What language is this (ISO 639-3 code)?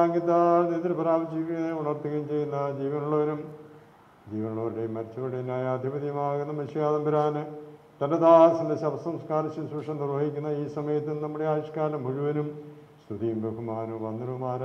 mal